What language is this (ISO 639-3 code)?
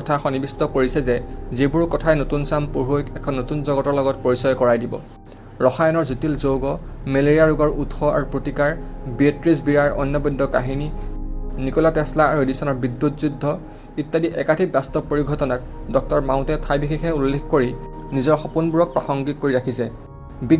asm